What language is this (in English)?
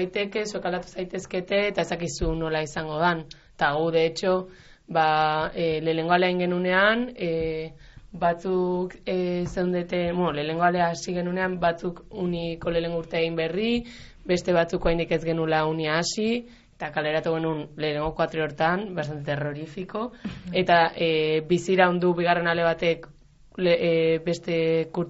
Basque